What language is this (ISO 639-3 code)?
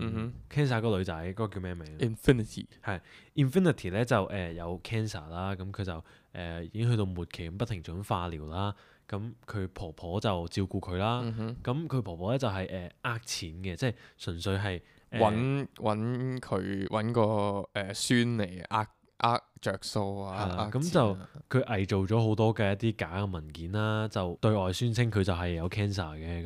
yue